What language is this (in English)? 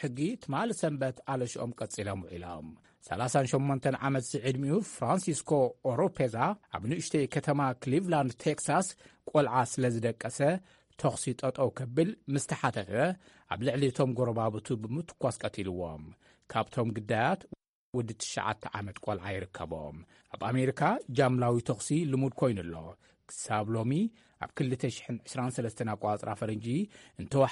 Tigrinya